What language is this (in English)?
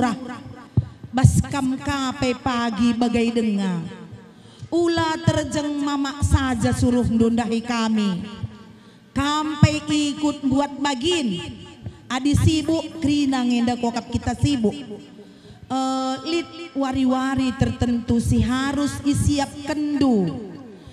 Batak Karo